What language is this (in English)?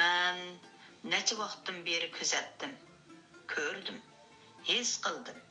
Uyghur